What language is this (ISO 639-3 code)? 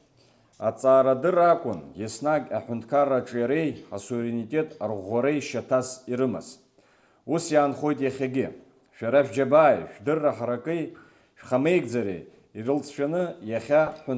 abk